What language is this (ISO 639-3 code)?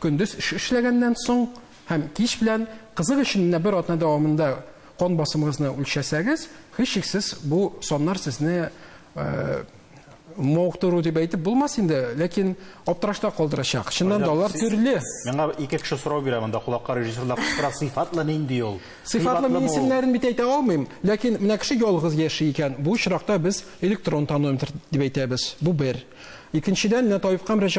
tat